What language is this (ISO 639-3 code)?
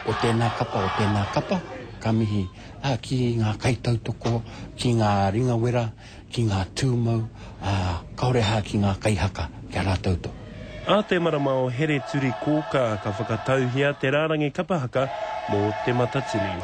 mri